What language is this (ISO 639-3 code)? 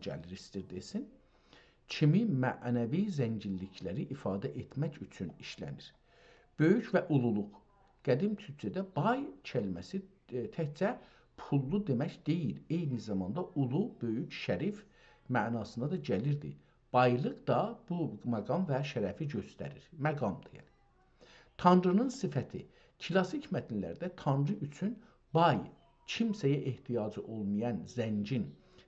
azb